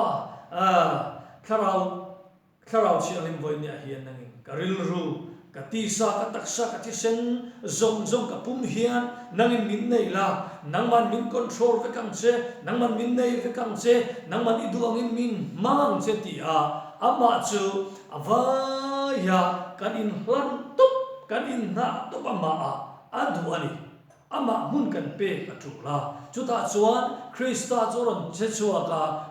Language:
Mizo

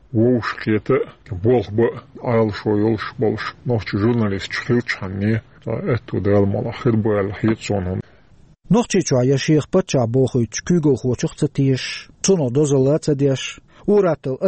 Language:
Chechen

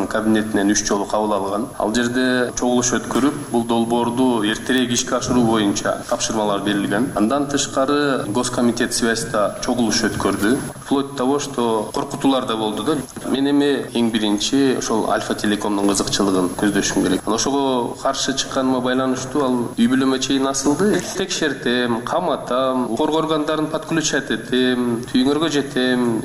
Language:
Kyrgyz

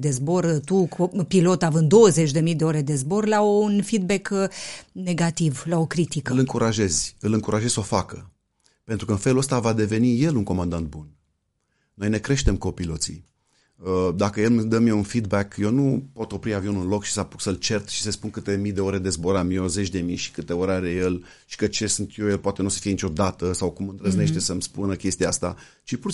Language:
Romanian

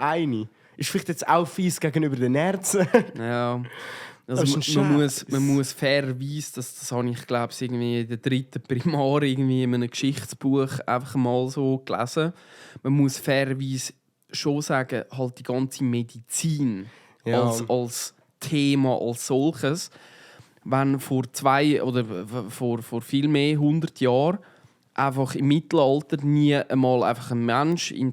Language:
Swiss German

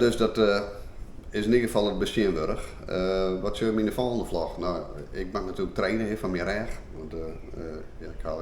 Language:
Western Frisian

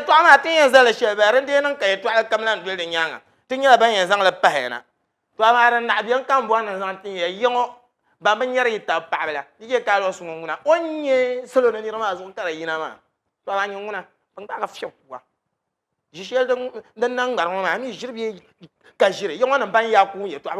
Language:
Dagbani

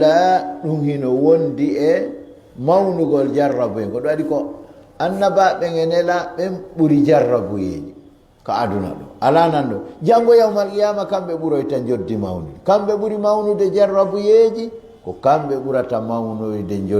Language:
Fula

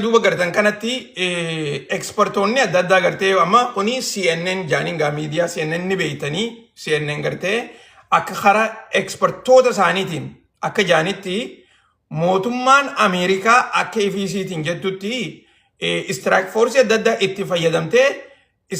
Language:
Oromo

